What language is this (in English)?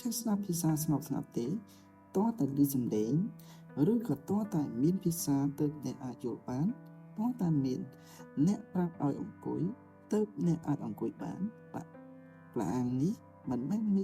Khmer